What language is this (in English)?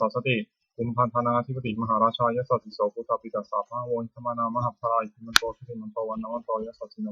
Pali